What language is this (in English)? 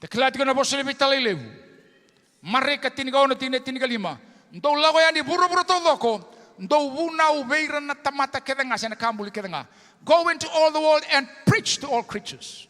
Fijian